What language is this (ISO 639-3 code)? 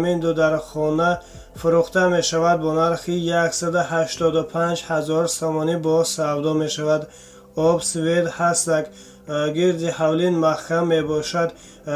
tgk